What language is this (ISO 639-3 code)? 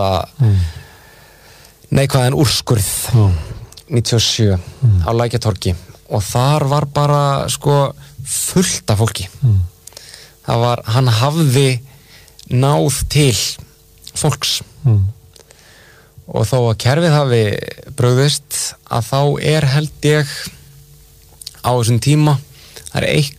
isl